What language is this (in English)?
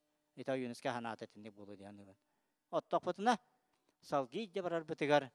Yakut